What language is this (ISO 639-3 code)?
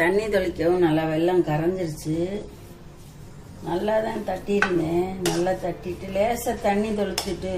tam